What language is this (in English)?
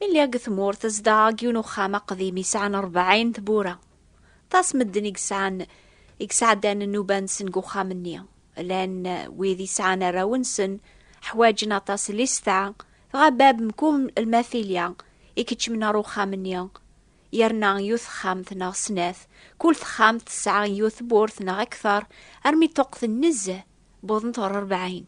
Kabyle